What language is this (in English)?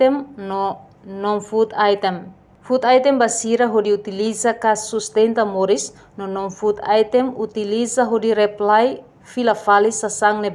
Tetum